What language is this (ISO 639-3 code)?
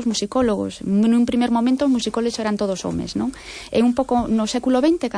glg